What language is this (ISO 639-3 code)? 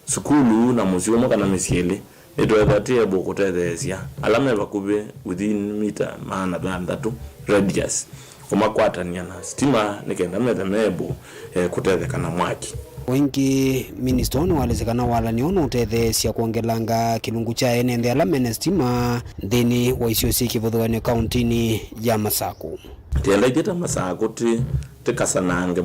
kam